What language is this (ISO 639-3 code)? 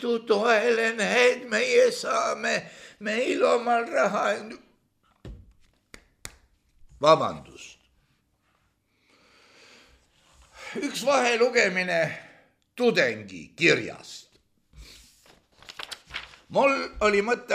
est